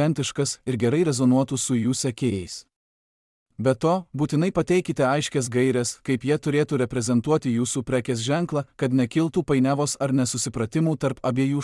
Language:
Lithuanian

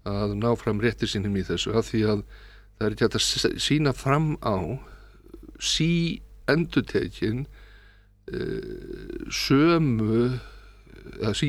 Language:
Icelandic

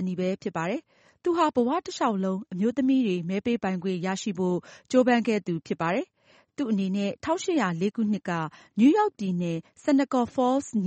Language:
Burmese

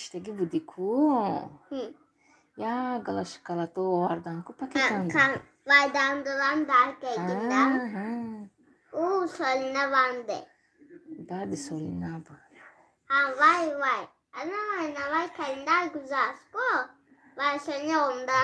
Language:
Tajik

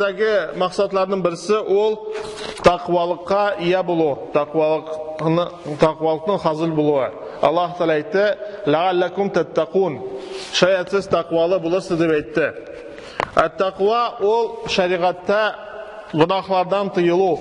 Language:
Tatar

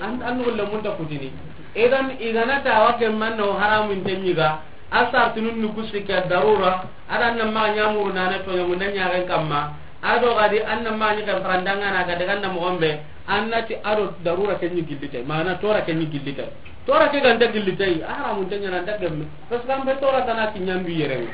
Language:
Soninke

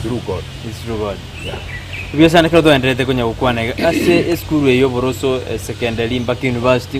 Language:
Gusii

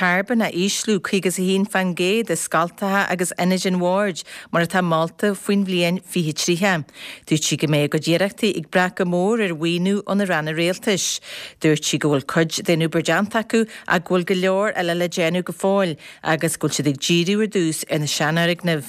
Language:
Irish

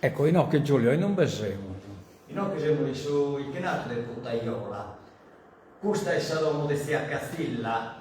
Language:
Sardinian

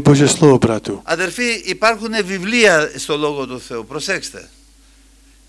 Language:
Slovak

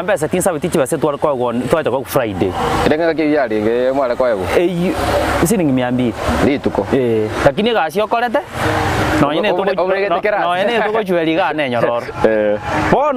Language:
Gusii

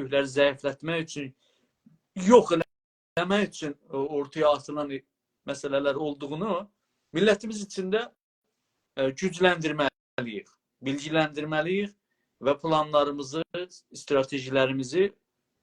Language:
South Azerbaijani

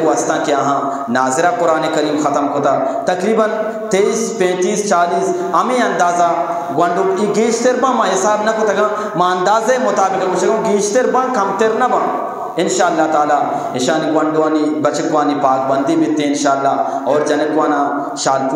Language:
Eastern Balochi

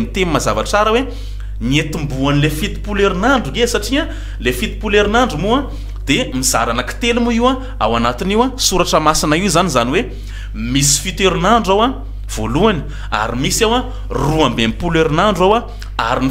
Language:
Malagasy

